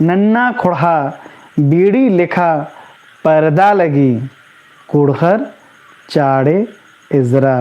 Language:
Kurukh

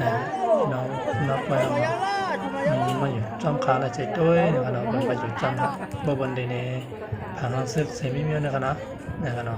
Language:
Shan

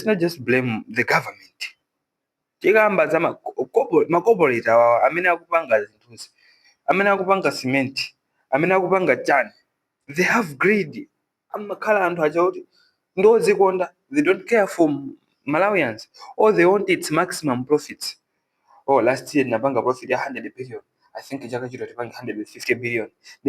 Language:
Nyanja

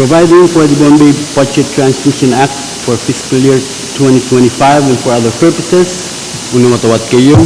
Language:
Pohnpeian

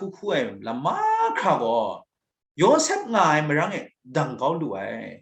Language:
Kachin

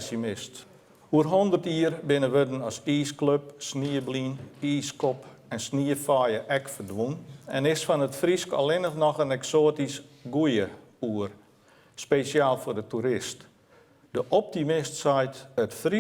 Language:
Western Frisian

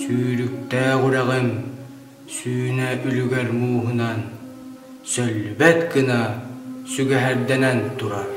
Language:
Yakut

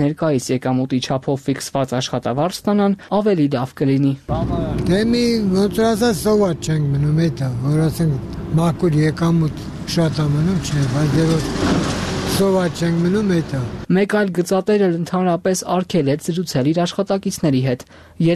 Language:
Armenian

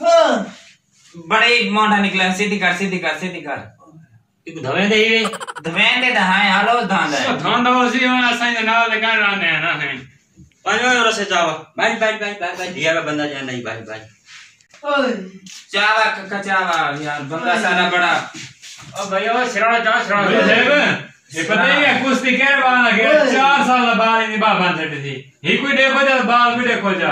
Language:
Saraiki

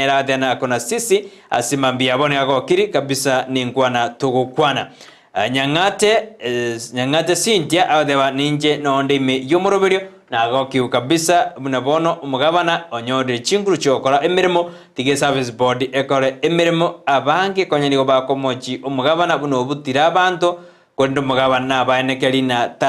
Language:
Gusii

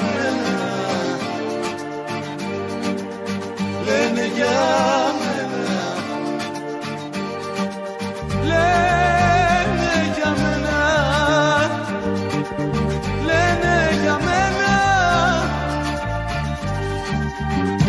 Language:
Greek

